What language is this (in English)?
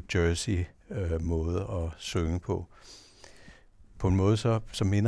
Danish